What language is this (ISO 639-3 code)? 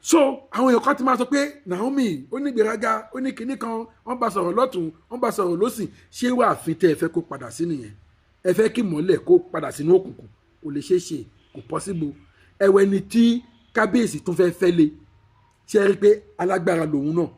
yor